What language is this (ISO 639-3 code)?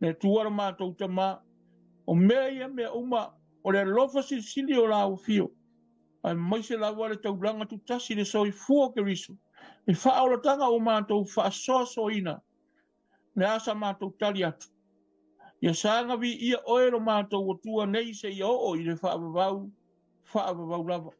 smo